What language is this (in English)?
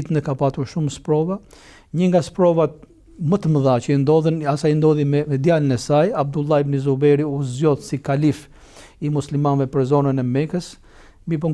Albanian